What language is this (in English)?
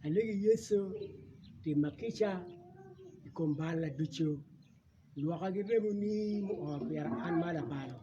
Acoli